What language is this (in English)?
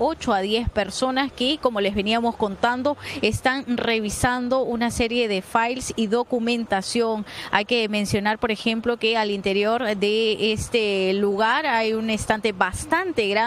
Spanish